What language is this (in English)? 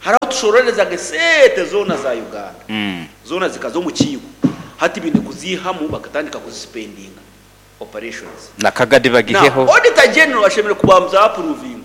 Nyankole